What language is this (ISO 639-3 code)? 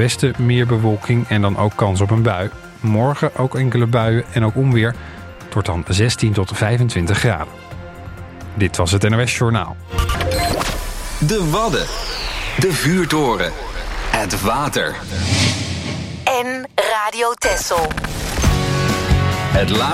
nld